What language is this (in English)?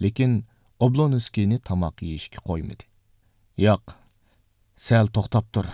Uyghur